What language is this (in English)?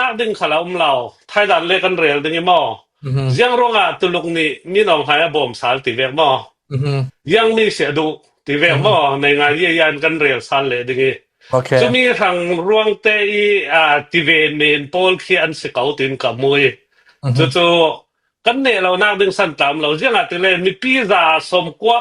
Hakha Chin